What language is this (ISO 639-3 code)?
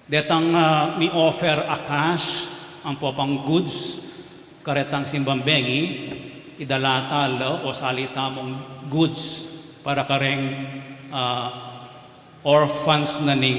pam